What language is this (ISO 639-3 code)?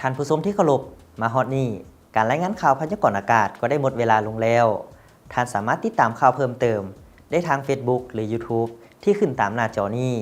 lao